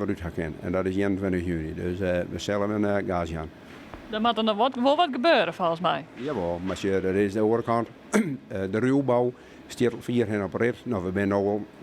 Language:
Western Frisian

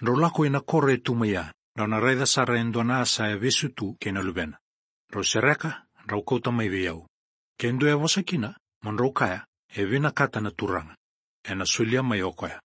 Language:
Fijian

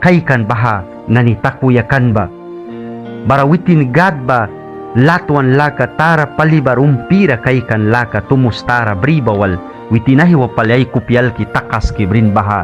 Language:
Mískito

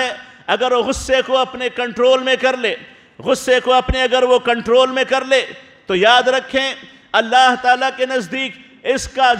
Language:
Urdu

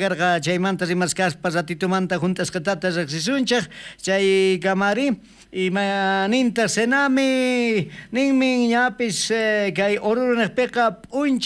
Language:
South Bolivian Quechua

